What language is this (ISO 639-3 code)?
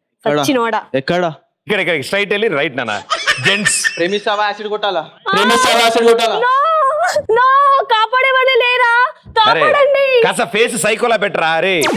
tel